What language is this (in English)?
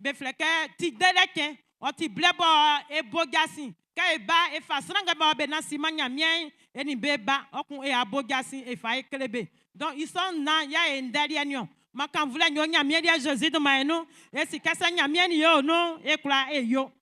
Baoulé